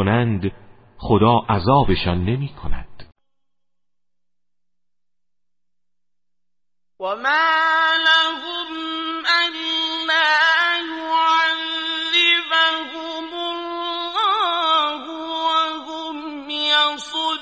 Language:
Persian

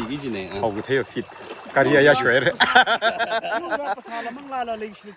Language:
Tangkhul Naga (India)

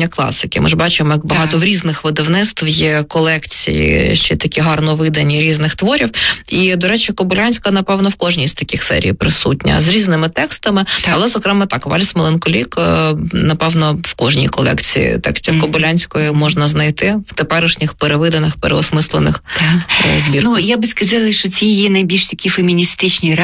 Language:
Ukrainian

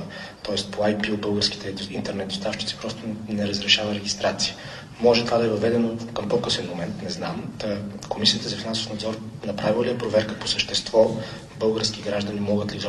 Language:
Bulgarian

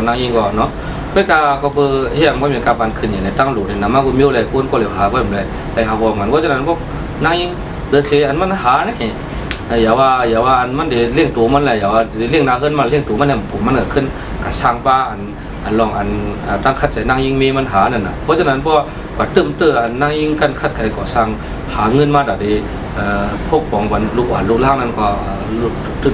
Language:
Shan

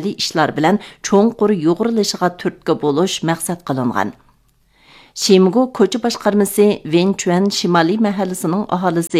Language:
Uyghur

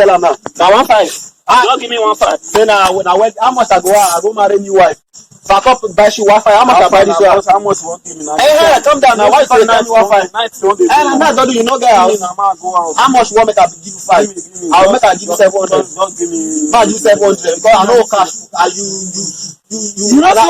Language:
Nigerian Pidgin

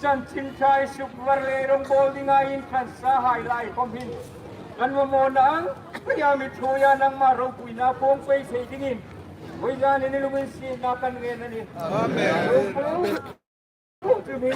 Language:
Hmar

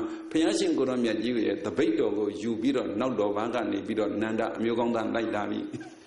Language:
Burmese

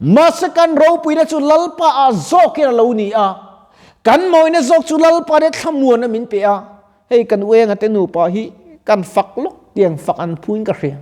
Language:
Mizo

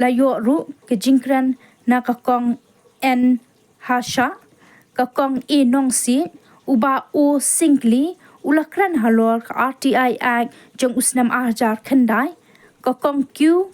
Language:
Khasi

